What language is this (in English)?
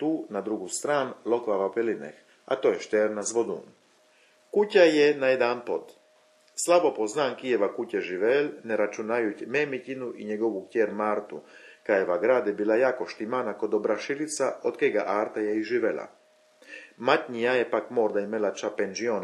Chakavian